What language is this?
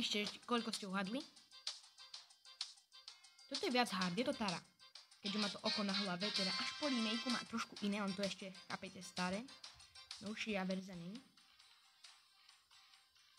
Slovak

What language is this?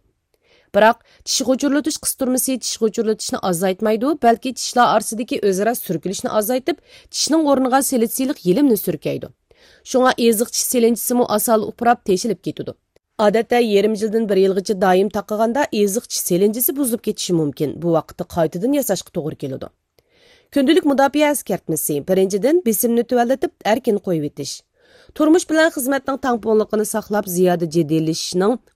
Uyghur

